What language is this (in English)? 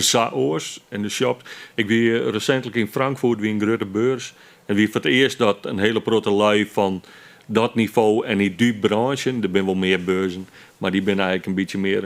Western Frisian